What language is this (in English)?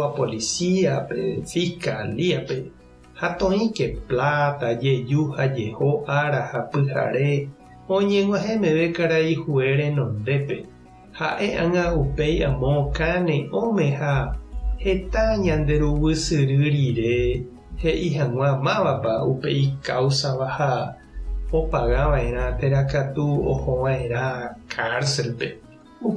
Guarani